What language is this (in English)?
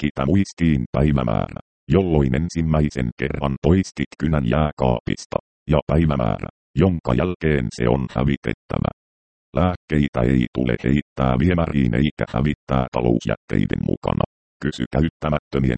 Finnish